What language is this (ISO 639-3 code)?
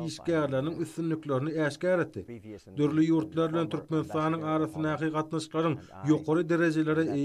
tuk